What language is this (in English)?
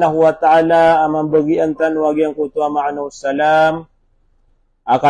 Maranao